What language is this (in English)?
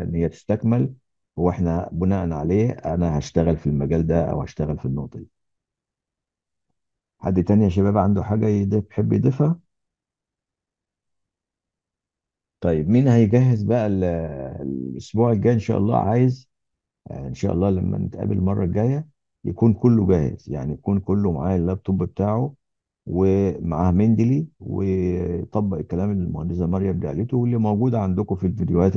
Egyptian Arabic